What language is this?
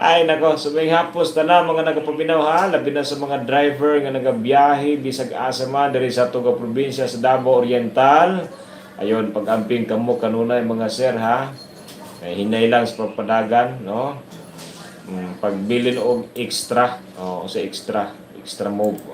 Cebuano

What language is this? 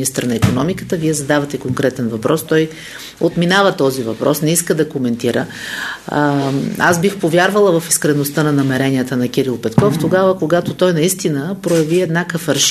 Bulgarian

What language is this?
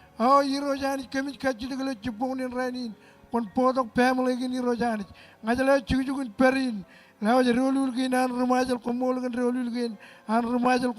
Marshallese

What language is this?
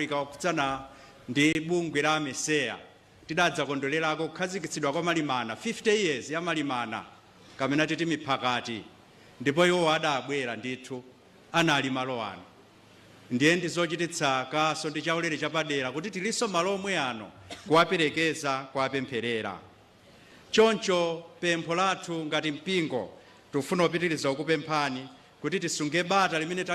Nyanja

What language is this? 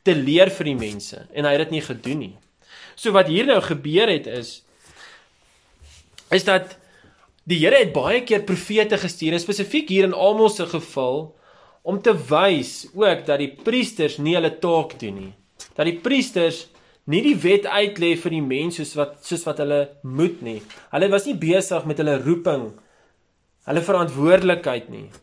Afrikaans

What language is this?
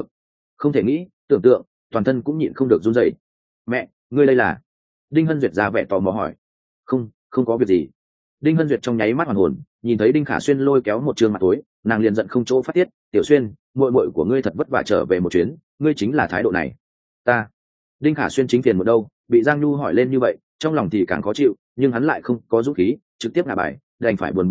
Vietnamese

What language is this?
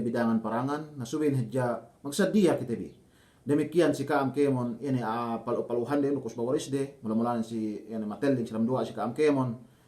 Yakan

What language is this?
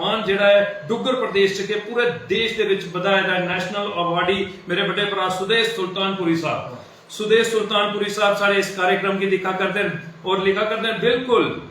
Dogri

